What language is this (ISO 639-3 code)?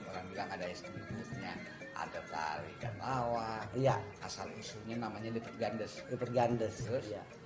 bew